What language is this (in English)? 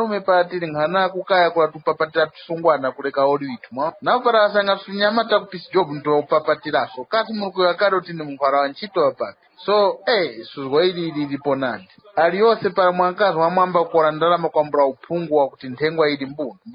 Tumbuka